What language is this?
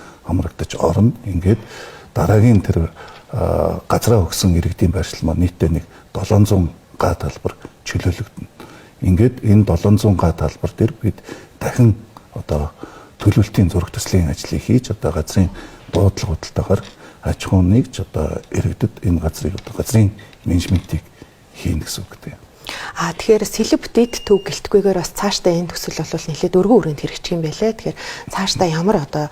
Mongolian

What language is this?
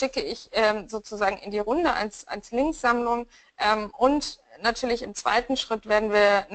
German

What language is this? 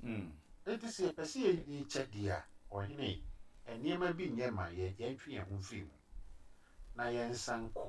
Akan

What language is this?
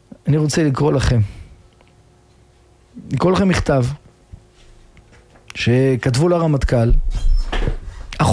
Hebrew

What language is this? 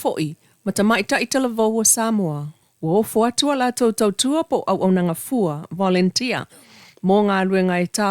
Samoan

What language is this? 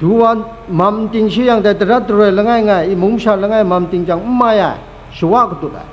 Kachin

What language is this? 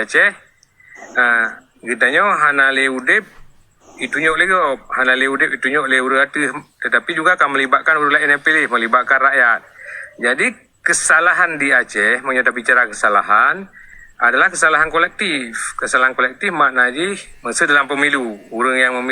Achinese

